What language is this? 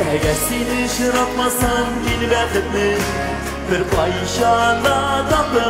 Tatar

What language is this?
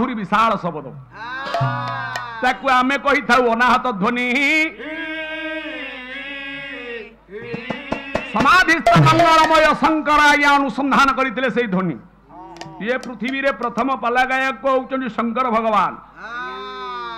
Odia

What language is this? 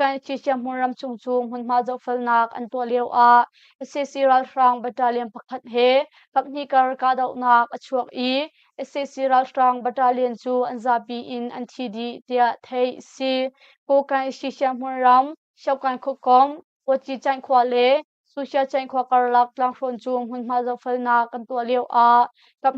Hakha Chin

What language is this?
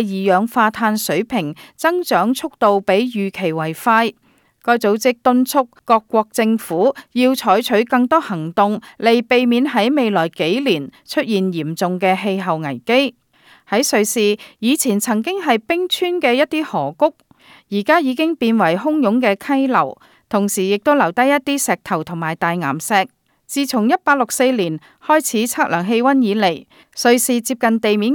Cantonese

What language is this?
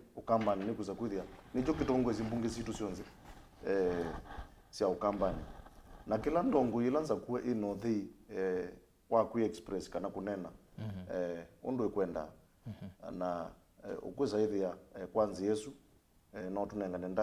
Kamba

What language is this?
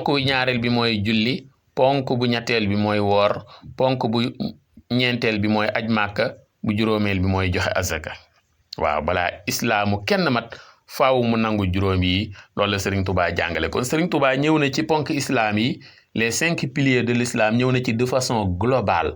Wolof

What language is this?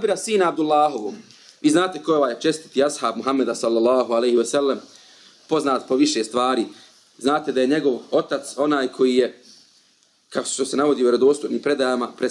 Bosnian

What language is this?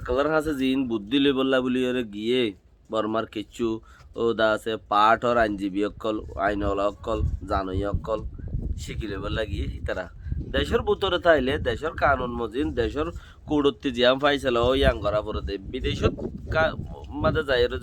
Rohingya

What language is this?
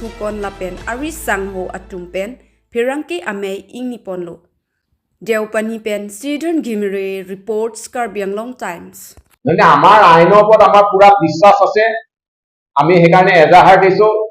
Karbi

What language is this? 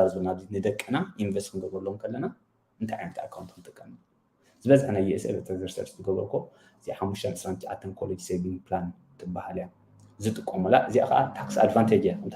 Tigrinya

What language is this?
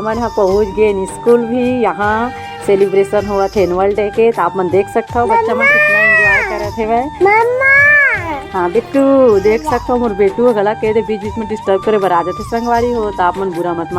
Chhattisgarhi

